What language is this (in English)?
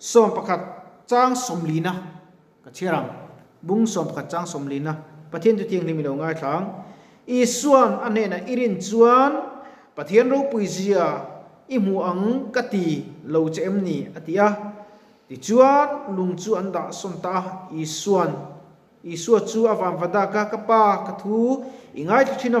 Mizo